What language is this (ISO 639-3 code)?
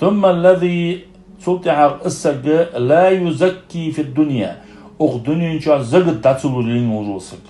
inh